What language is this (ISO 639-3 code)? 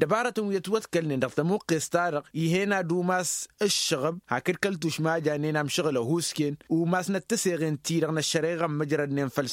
taq